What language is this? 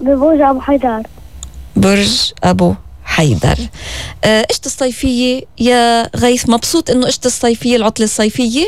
North Levantine Arabic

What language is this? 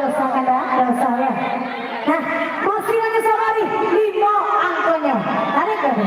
Minangkabau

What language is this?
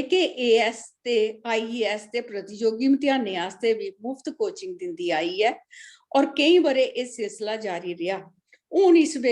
Dogri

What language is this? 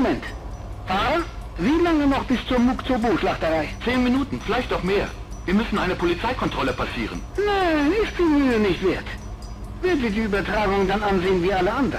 Bavarian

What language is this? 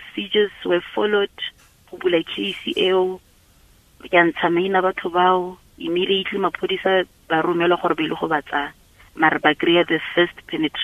Tswana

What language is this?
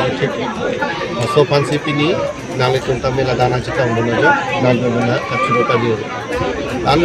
Karbi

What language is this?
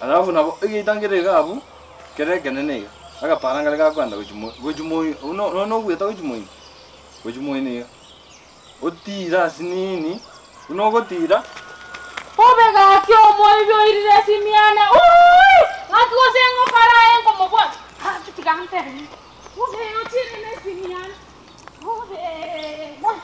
Gusii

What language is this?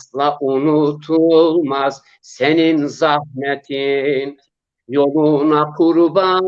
Zaza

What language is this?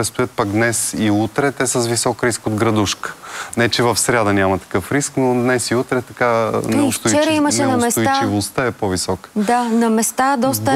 Bulgarian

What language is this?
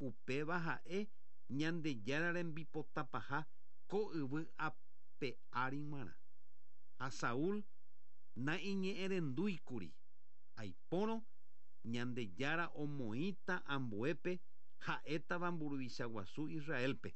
Guarani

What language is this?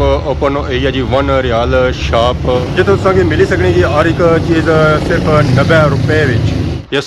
Pahari-Potwari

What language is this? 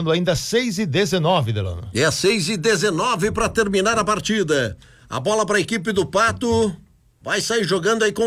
Portuguese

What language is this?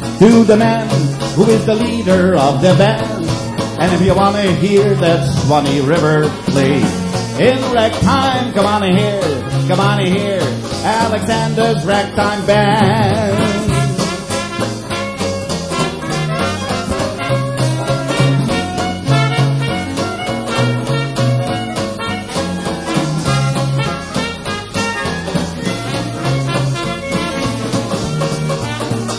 English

